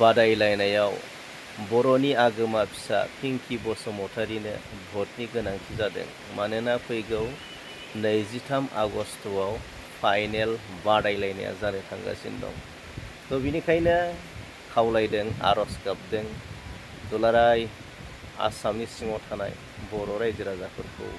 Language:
Bodo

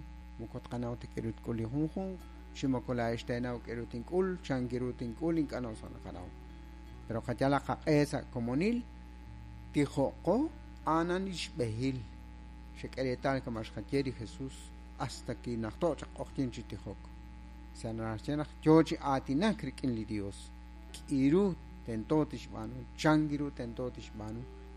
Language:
Kekchí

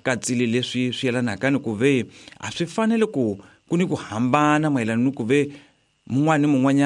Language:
Tsonga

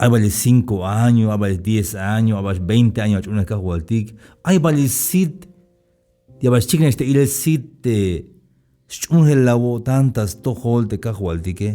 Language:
Tzeltal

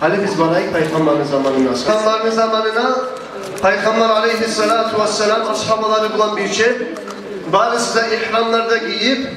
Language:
Kumyk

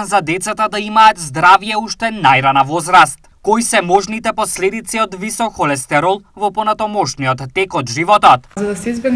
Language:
Macedonian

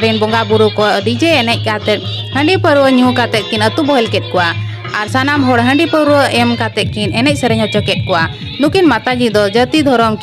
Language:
Santali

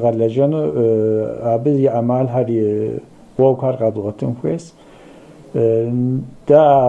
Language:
Kabardian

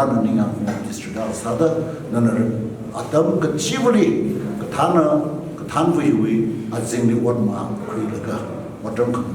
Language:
Tangkhul Naga (India)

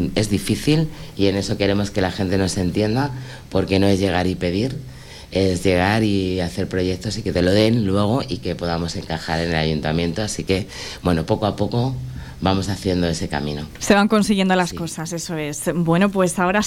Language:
Spanish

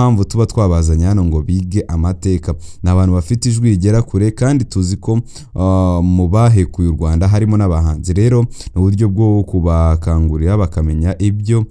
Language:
Kinyarwanda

